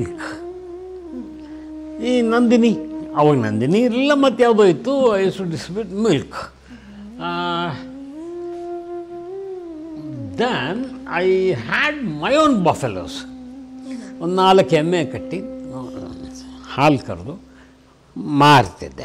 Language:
Kannada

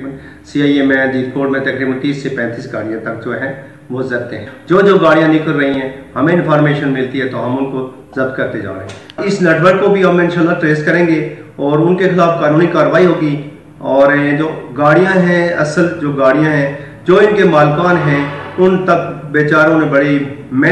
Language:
Urdu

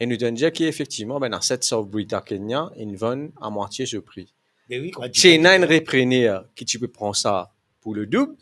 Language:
Morisyen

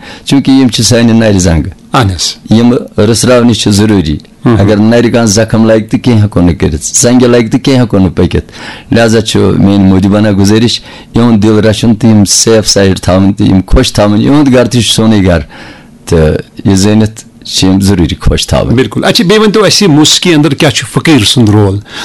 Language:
Kashmiri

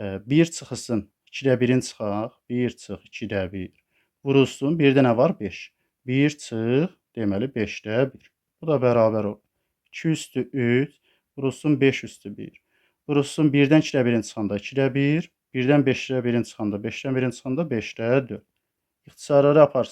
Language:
Azerbaijani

